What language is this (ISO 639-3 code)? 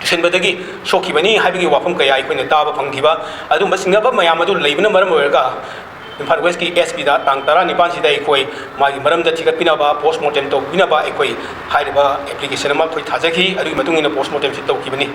mni